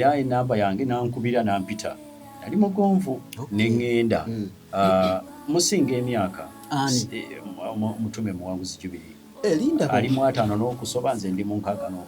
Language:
Ganda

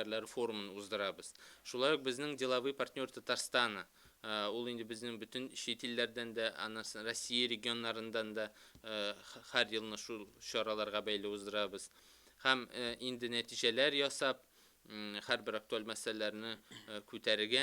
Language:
Tatar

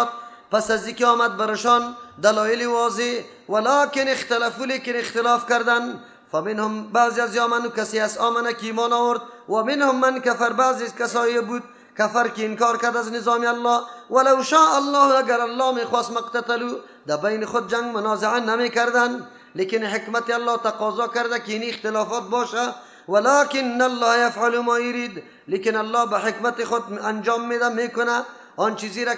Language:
Persian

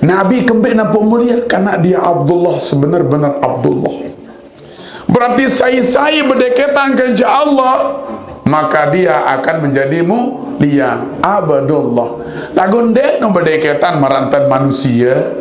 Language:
Sasak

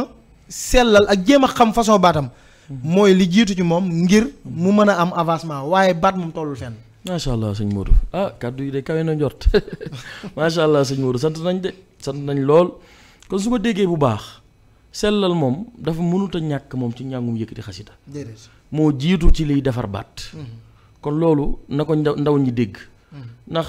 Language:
Wolof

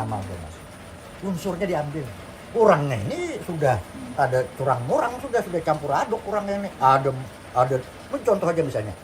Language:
Banjar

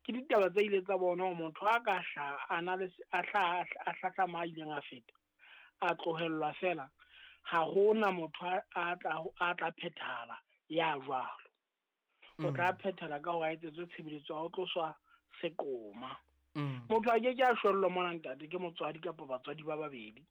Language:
Southern Sotho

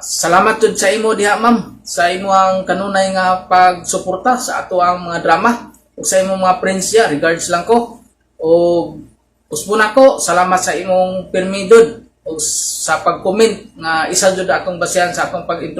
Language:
Cebuano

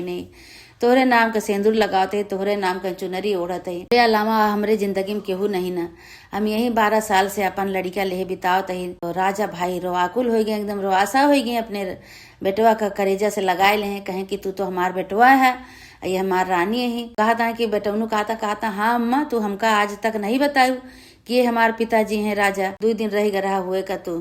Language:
Awadhi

